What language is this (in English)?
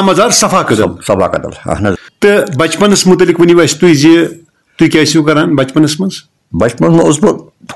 Kashmiri